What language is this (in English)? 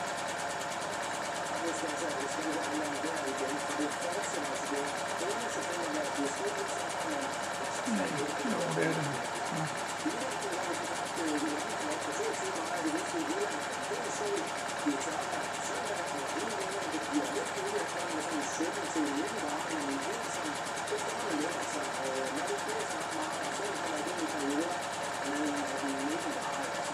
Danish